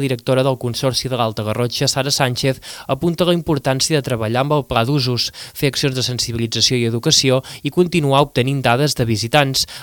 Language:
Catalan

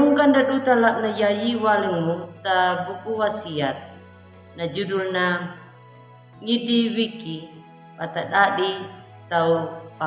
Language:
Anakalangu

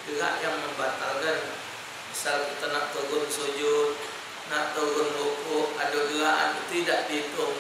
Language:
Musi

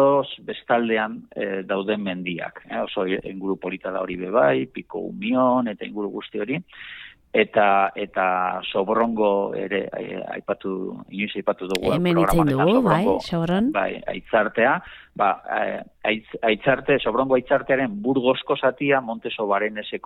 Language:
Basque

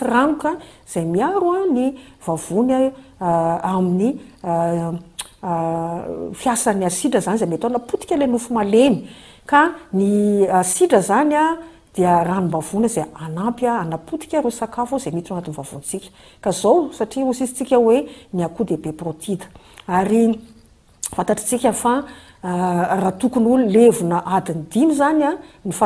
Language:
Malagasy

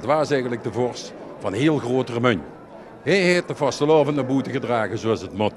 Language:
Limburgish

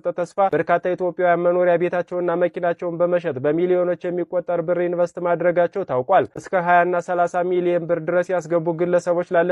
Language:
Amharic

